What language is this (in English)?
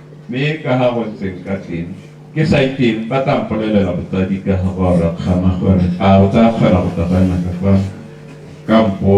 Tswana